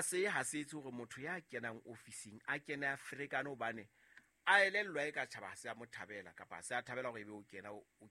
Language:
Southern Sotho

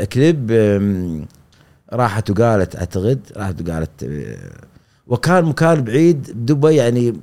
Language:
Gulf Arabic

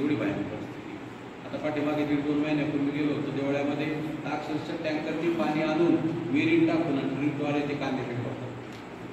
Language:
Marathi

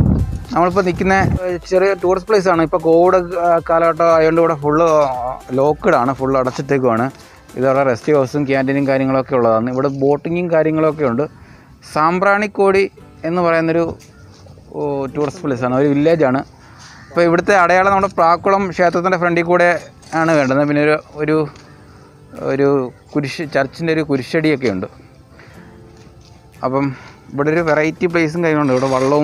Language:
Malayalam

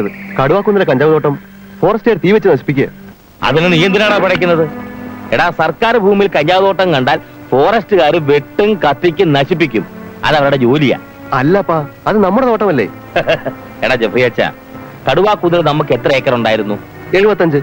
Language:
Malayalam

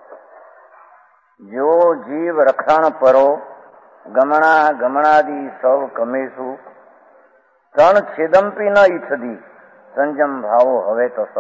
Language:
Hindi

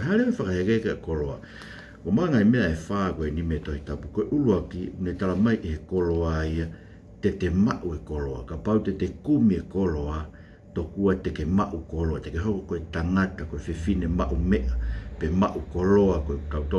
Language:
Tongan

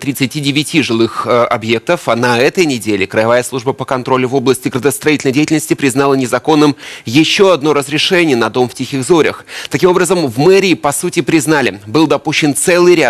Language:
Russian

